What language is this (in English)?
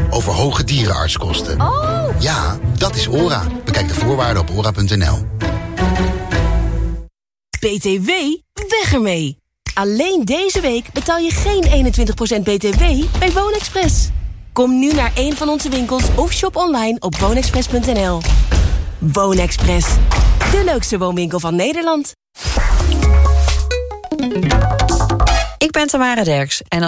Dutch